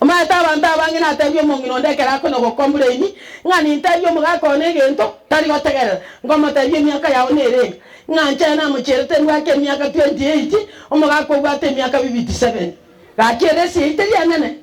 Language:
Gusii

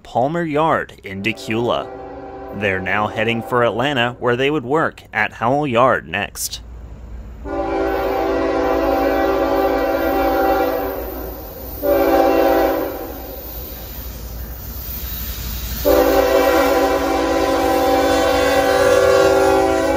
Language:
English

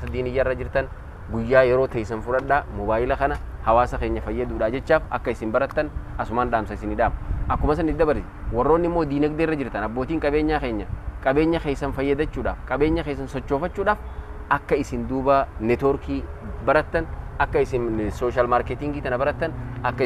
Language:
Oromo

